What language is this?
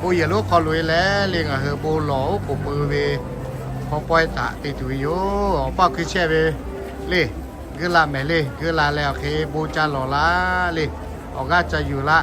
Lahu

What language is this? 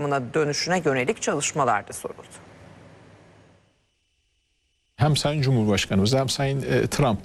Turkish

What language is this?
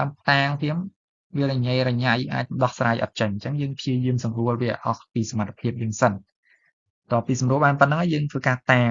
Khmer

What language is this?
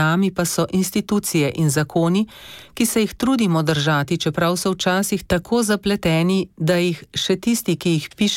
Slovenian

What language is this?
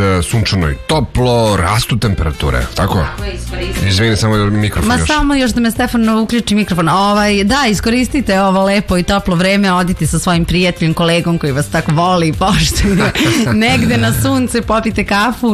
Serbian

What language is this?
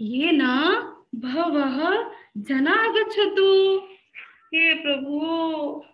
Sanskrit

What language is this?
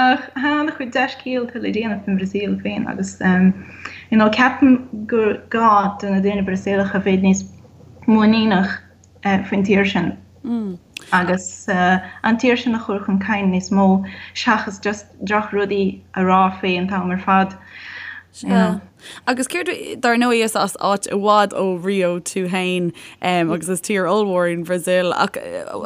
Irish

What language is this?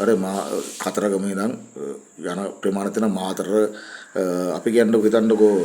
Sinhala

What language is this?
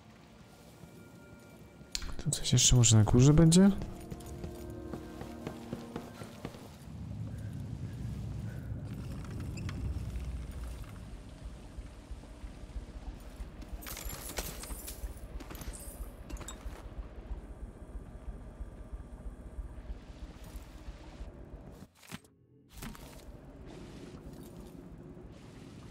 Polish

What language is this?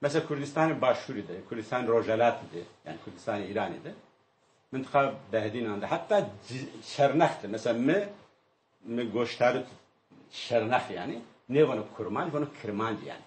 Zaza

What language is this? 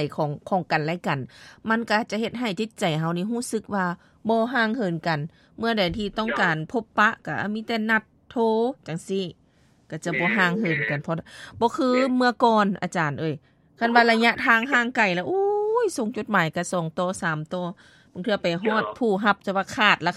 Lao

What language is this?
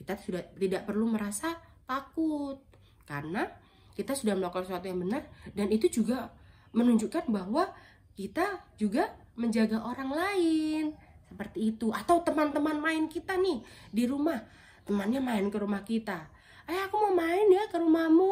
Indonesian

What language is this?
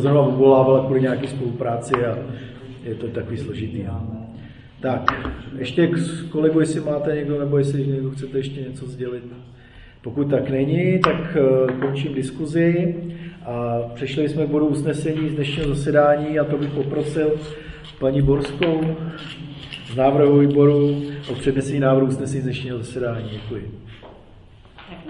Czech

